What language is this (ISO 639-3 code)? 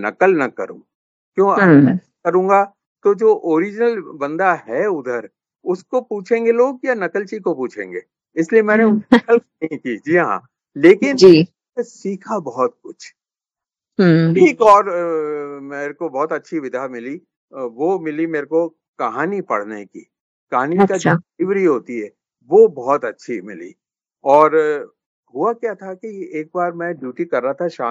hin